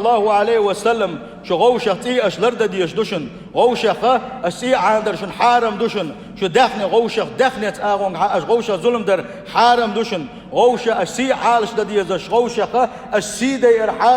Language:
Chechen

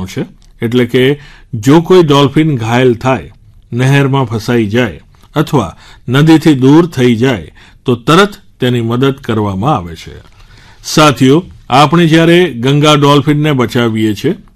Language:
Gujarati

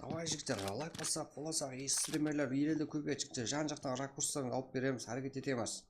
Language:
Kara-Kalpak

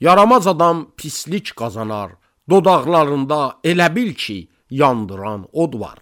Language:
Azerbaijani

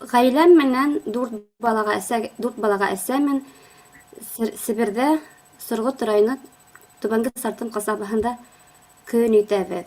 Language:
Bashkir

